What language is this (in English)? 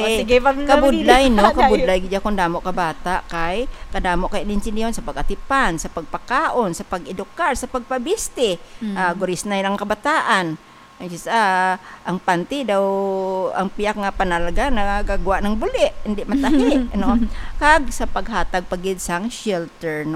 Hiligaynon